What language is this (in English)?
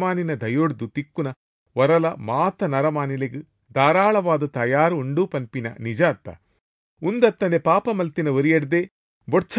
Tulu